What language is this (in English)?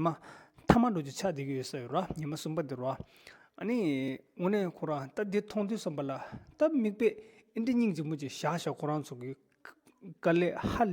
Tibetan